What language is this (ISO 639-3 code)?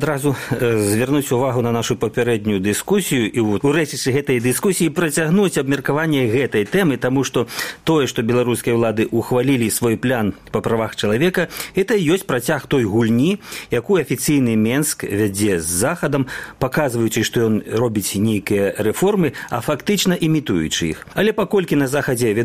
bel